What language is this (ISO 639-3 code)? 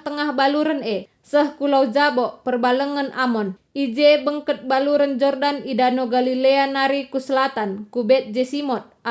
btx